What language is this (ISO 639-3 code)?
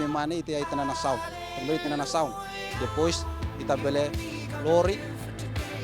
tet